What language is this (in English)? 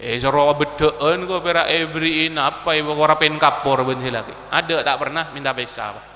Madurese